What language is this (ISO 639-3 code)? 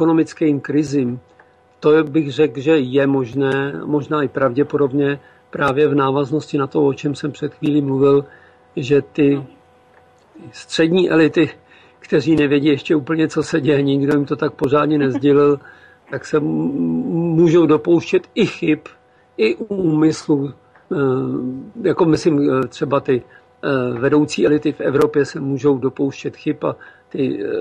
ces